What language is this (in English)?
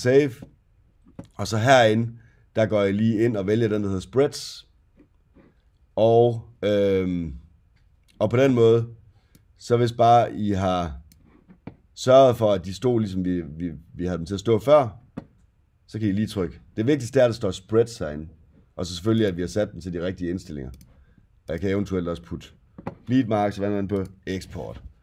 Danish